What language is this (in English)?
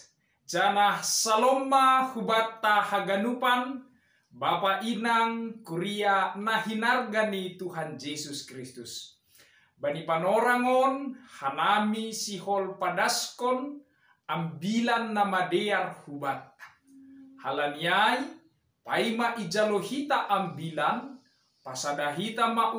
Batak Simalungun